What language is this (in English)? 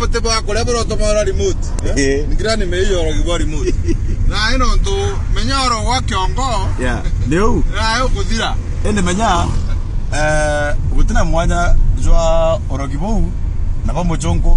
Meru